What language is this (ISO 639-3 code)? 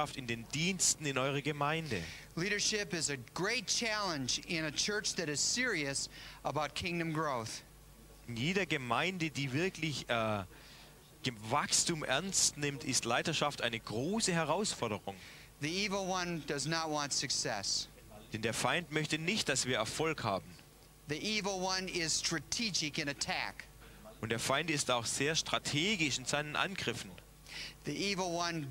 deu